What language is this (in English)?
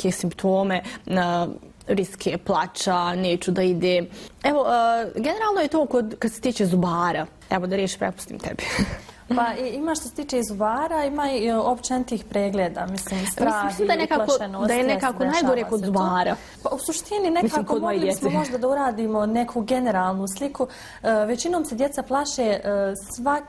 Bosnian